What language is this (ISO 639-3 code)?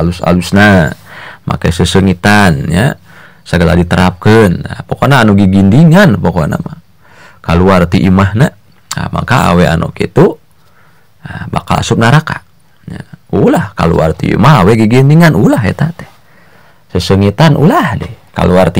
sun